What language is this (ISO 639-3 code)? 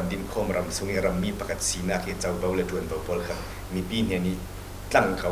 cfm